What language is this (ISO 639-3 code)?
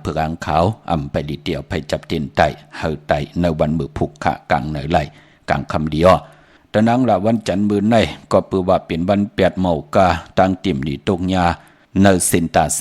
shn